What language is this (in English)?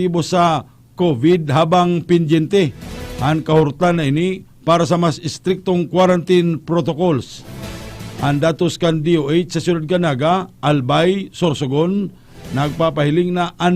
Bikol